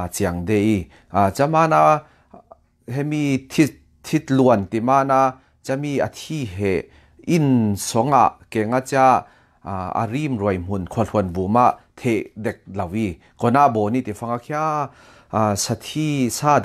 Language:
Falam Chin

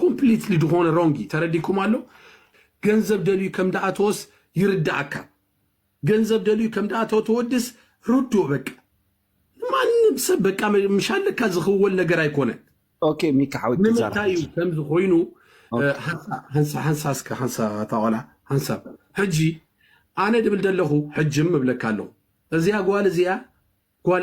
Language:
Tigrinya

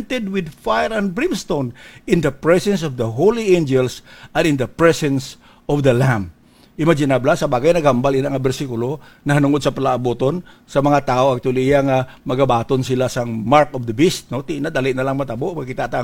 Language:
Hiligaynon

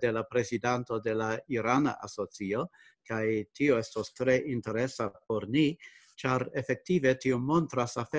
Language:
Esperanto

